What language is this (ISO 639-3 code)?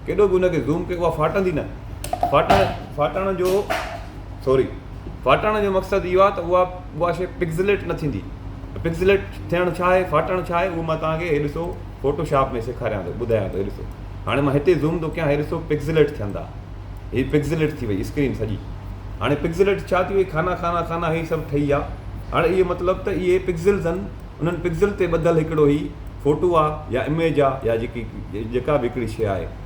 snd